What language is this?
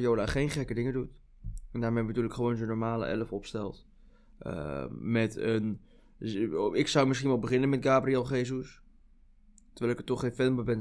Dutch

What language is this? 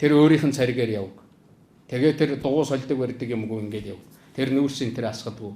Mongolian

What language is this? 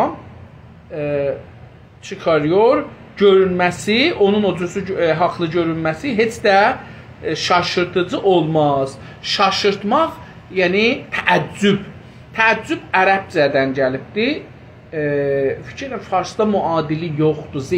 South Azerbaijani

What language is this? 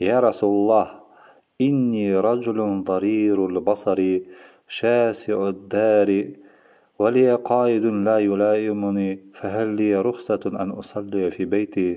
Bashkir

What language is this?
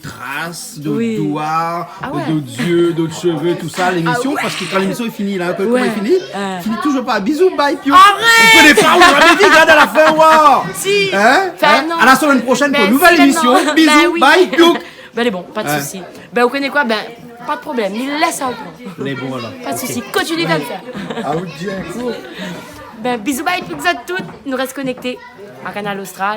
Réunion Creole French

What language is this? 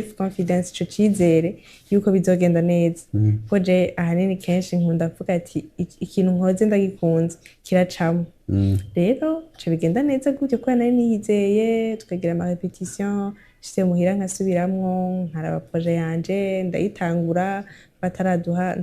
Rundi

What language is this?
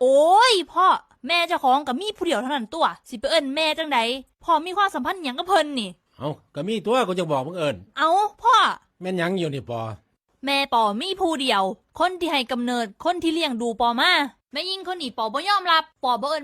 Northeastern Thai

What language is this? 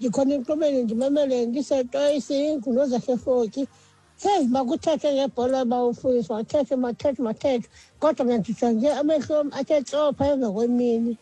Xhosa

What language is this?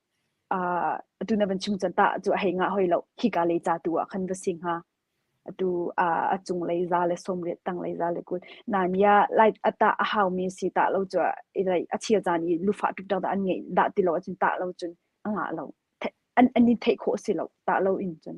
Hakha Chin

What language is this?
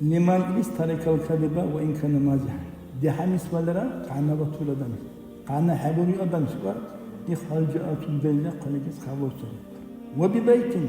Dargwa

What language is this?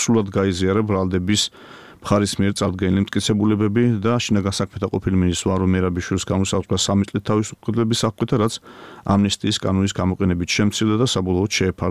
Georgian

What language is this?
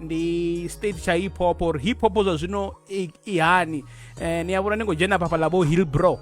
Venda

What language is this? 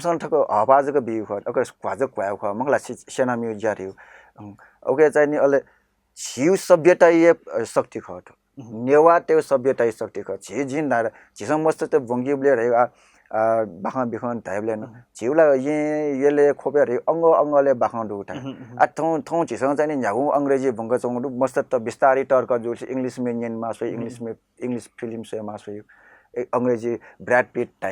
Newari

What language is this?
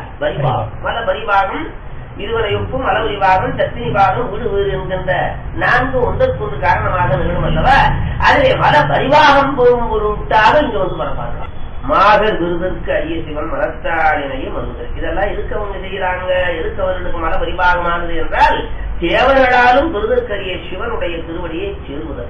Tamil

